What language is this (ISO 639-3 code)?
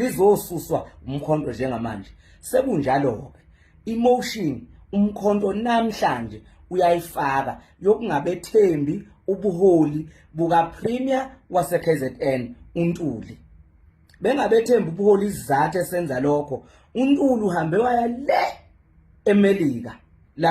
zul